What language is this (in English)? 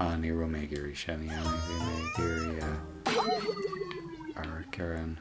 Irish